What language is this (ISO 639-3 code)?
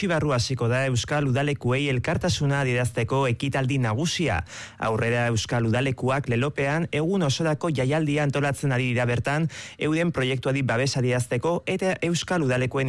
eus